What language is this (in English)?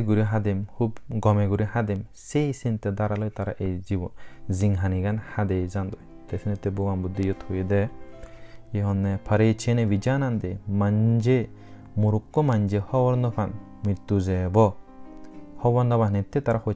Chakma